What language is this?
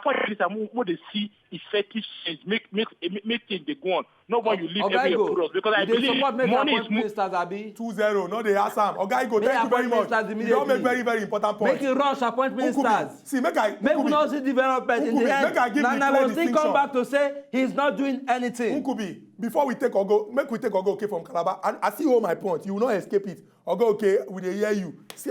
Nigerian Pidgin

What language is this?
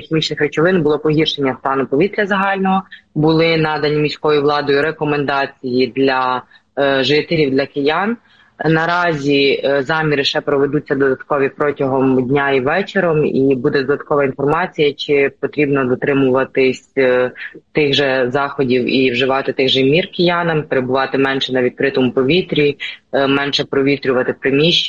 Ukrainian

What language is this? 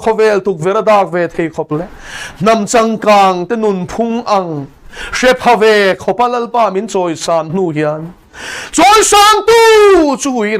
Mizo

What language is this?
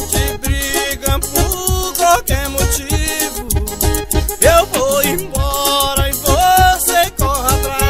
Portuguese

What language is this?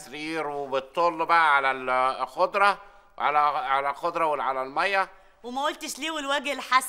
Egyptian Arabic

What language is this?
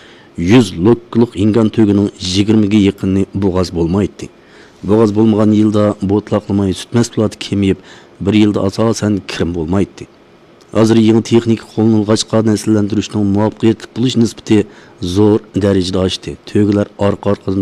Uyghur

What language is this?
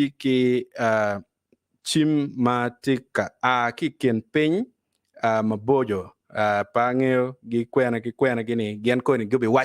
Acoli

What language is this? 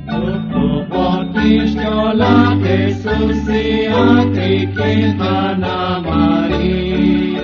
Kekchí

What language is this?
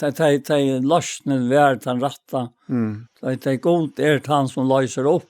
Faroese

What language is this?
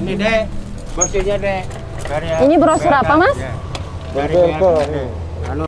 Sasak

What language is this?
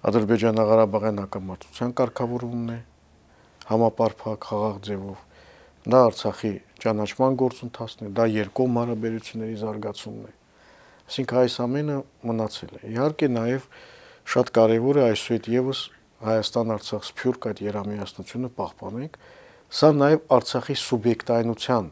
Armenian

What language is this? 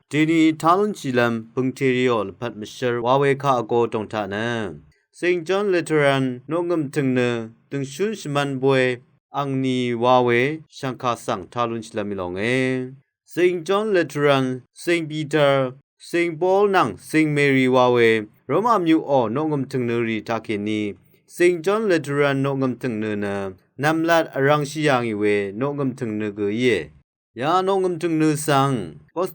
Rawang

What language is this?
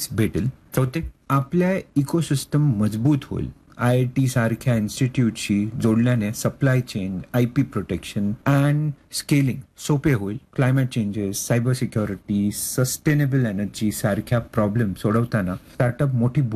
Marathi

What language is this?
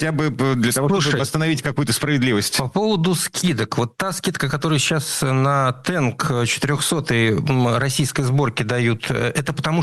Russian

